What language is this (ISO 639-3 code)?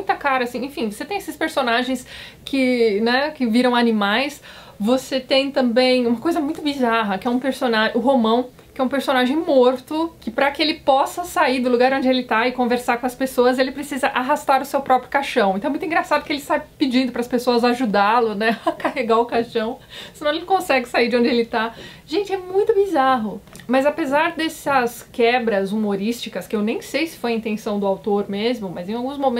por